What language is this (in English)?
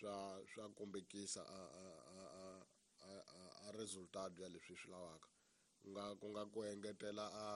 Tsonga